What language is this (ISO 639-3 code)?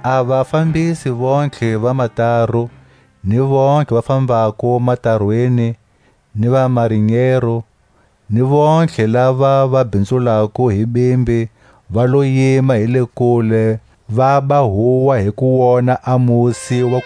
tsc